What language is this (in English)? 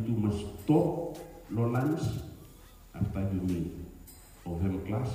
Bislama